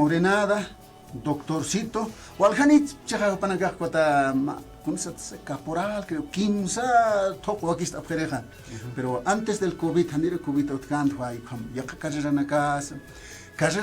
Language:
Aymara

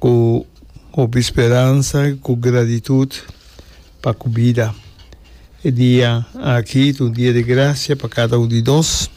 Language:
Papiamento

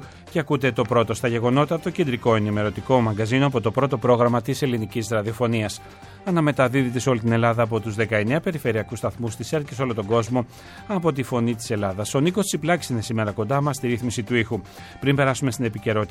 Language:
Greek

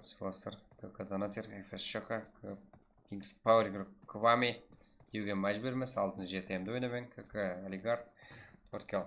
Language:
Kara-Kalpak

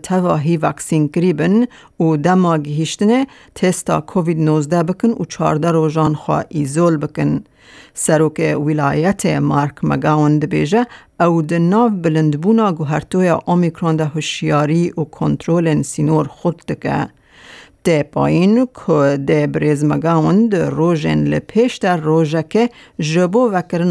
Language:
Kurdish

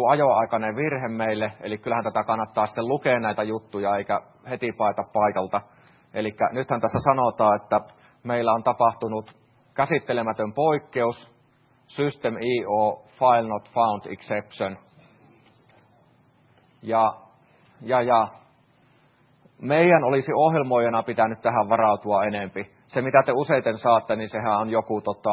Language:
Finnish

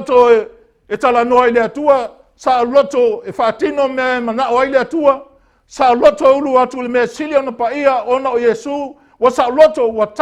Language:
Samoan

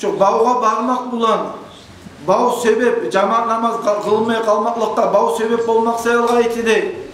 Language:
Kumyk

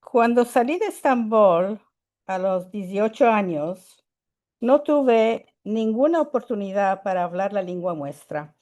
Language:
Ladino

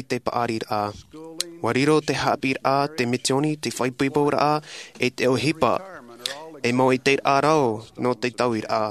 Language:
Tahitian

